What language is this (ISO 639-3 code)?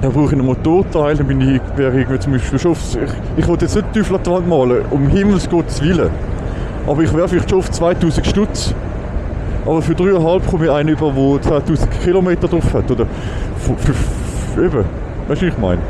gsw